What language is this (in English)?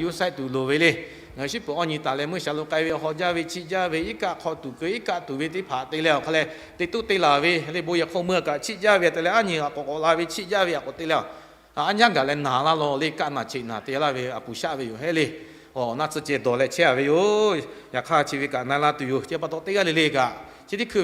Lahu